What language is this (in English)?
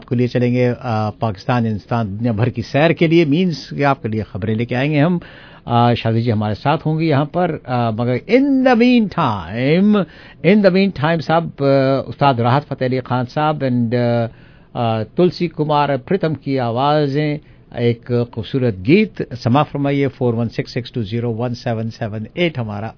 Urdu